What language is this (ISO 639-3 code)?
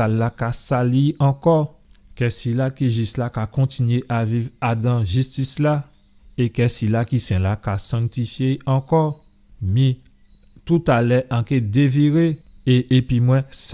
gcf